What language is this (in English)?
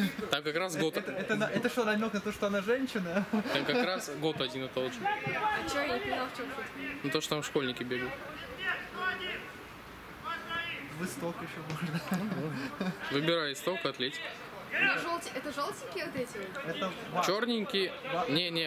Russian